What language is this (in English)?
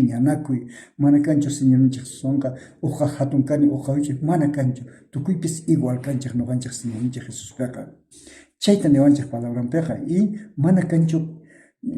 South Bolivian Quechua